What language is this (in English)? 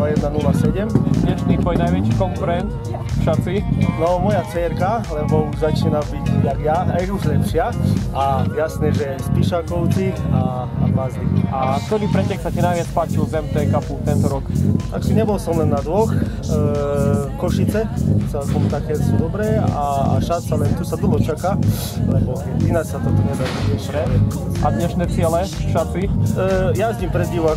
Slovak